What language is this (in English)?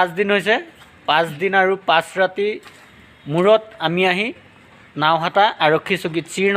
Assamese